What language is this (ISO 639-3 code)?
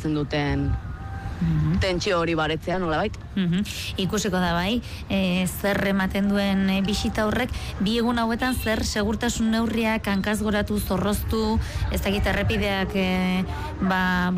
eus